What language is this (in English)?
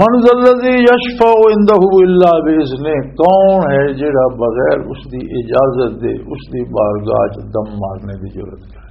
Western Panjabi